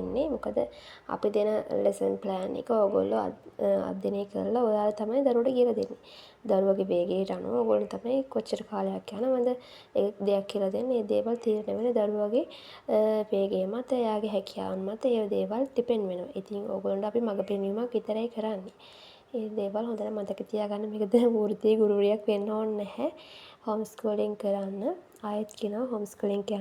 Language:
Sinhala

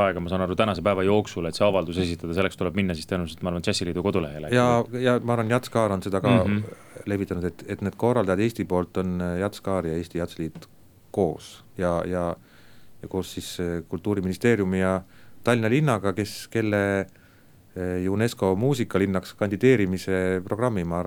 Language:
Estonian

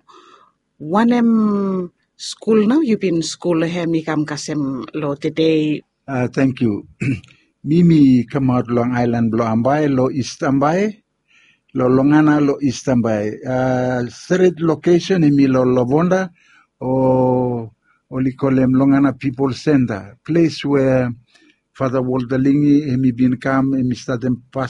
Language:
Bislama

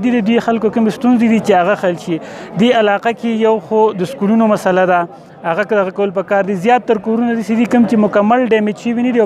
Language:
Pashto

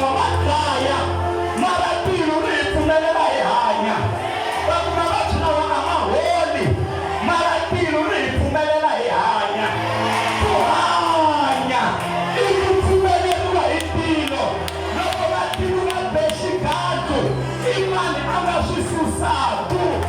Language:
Tsonga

